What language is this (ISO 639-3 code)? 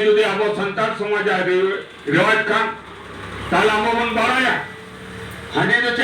sat